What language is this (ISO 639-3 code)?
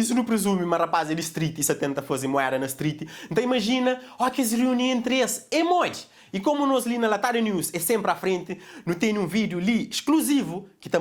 kea